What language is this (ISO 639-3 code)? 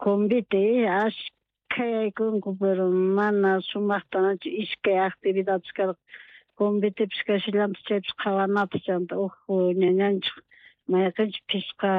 quh